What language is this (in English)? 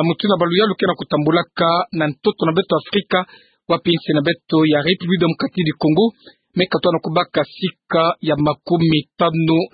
Kituba (Democratic Republic of Congo)